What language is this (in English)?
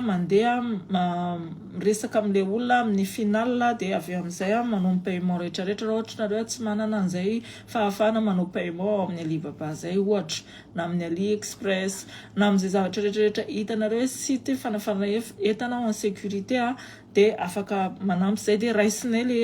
Malagasy